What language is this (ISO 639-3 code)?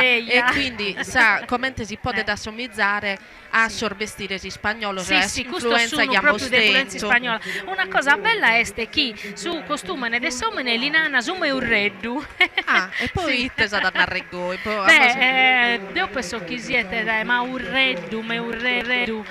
srd